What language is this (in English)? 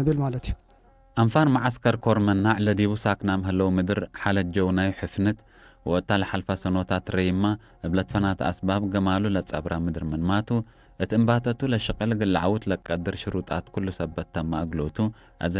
Tigre